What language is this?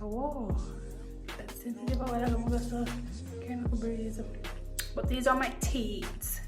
Jamaican Creole English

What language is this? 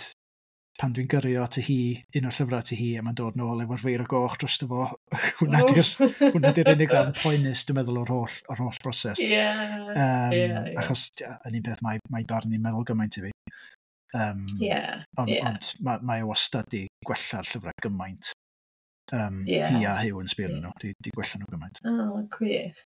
Welsh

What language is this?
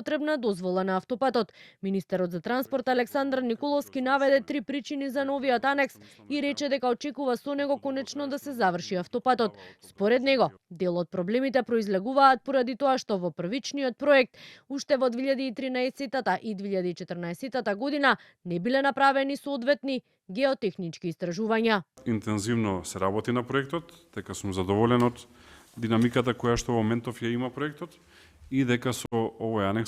Macedonian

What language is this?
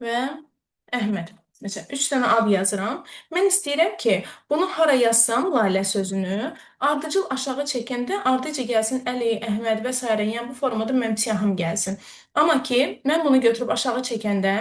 Azerbaijani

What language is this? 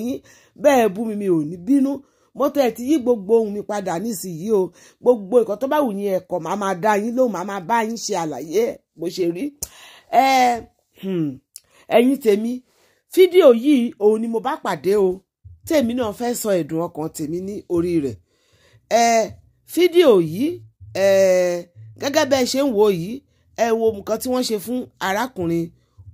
Yoruba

